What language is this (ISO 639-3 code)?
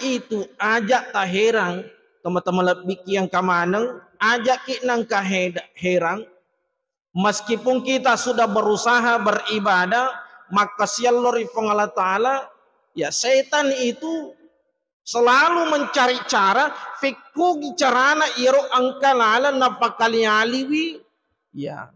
bug